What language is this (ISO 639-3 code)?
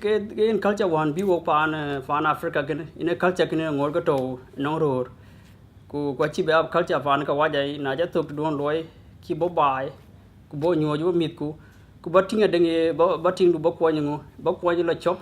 din